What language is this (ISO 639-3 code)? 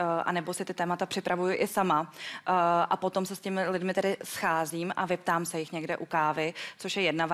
ces